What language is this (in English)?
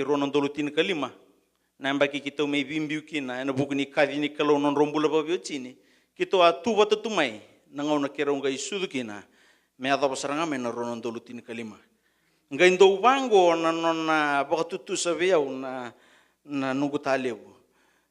Fijian